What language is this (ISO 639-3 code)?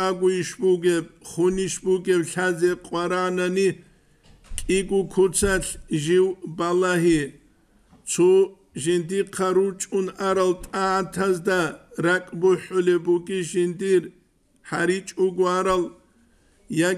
ava